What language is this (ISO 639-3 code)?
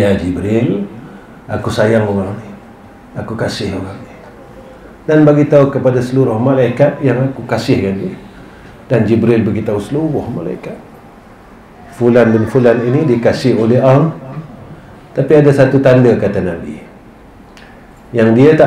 msa